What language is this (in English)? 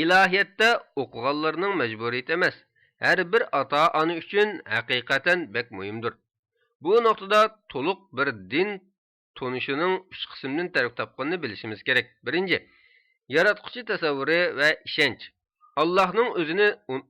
Uyghur